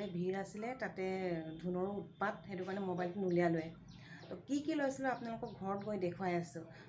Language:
Assamese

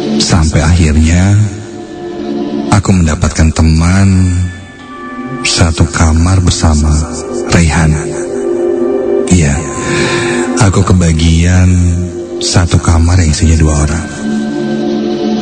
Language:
Indonesian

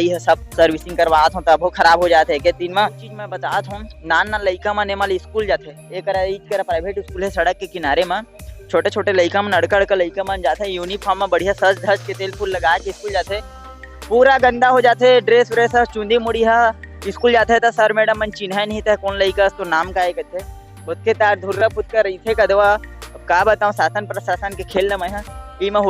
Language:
Chhattisgarhi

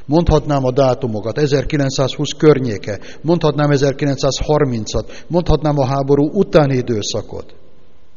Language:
Hungarian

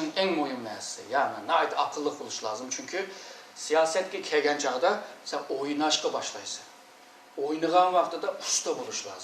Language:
Uyghur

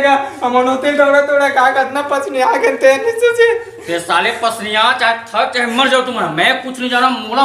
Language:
Chhattisgarhi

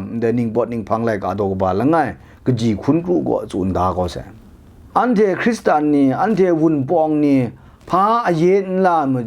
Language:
Kachin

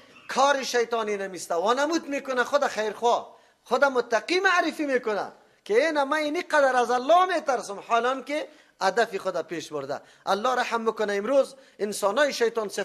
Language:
Persian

